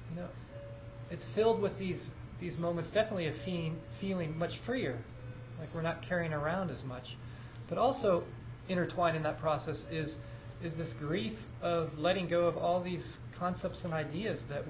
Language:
English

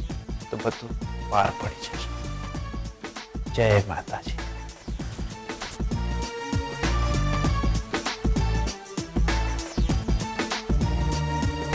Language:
Gujarati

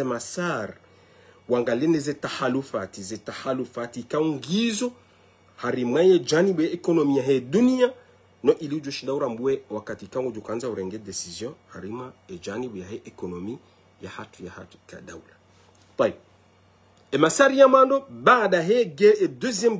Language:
Ngazidja Comorian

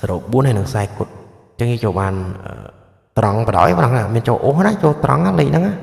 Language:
Khmer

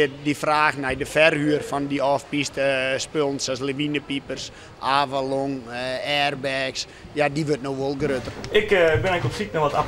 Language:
Western Frisian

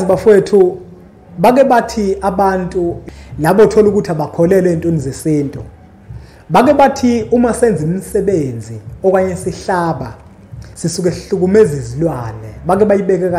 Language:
Zulu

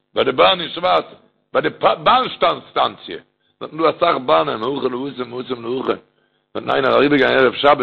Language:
Yiddish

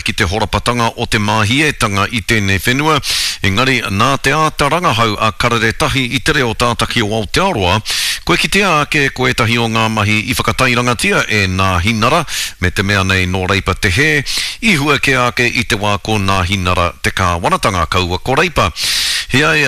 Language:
Māori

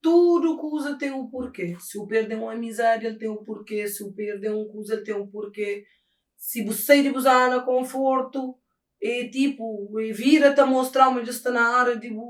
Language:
Kabuverdianu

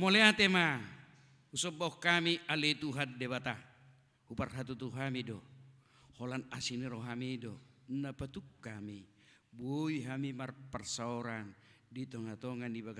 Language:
Batak Toba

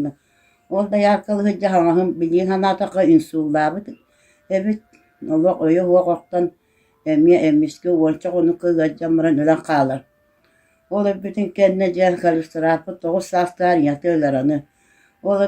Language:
Yakut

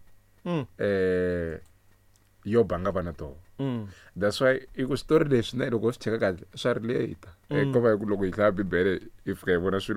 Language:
Tsonga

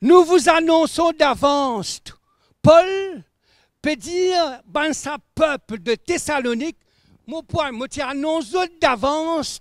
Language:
Morisyen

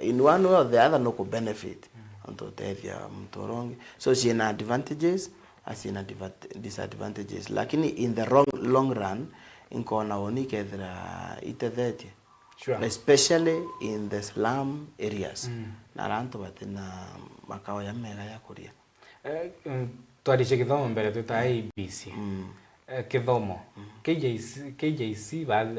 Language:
Meru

